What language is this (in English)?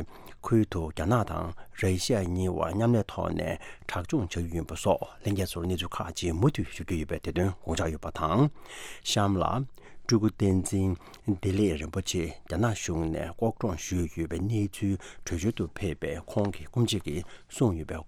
Tibetan